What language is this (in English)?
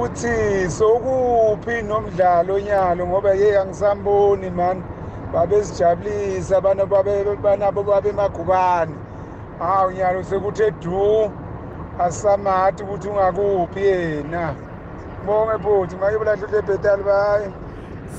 South Ndebele